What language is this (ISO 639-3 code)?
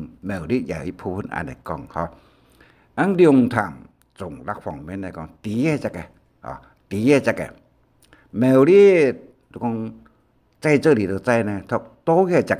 hak